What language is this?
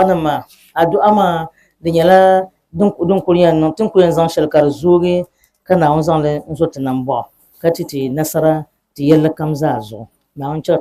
Dagbani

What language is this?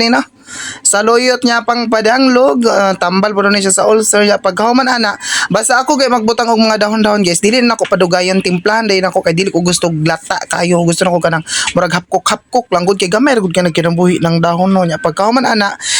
Cebuano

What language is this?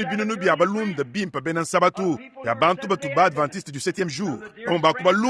Luba-Lulua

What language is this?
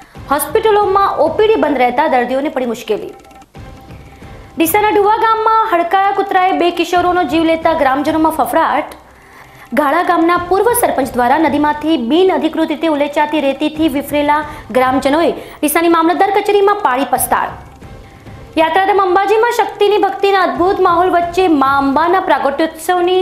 Gujarati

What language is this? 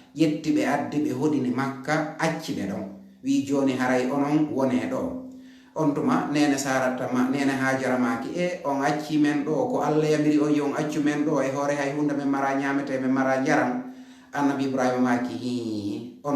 Fula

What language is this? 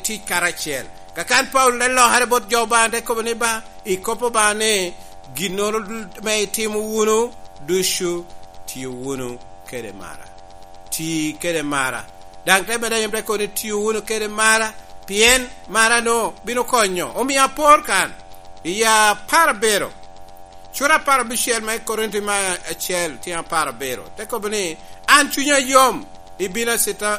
Lango (Uganda)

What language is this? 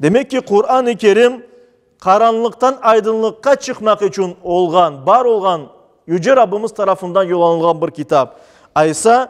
Crimean Tatar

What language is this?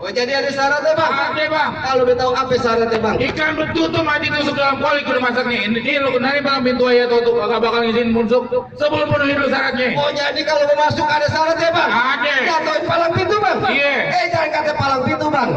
Betawi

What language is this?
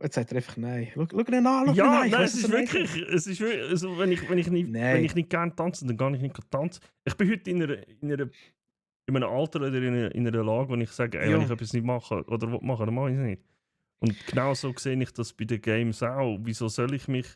Swiss German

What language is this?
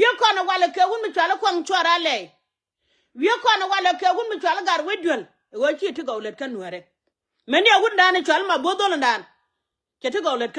Nuer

